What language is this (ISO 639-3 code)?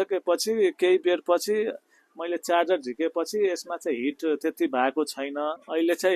nep